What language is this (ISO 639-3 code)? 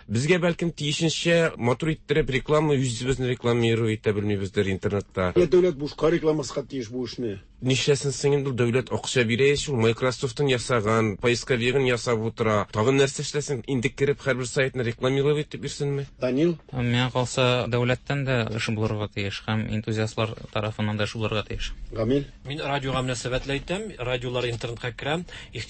tat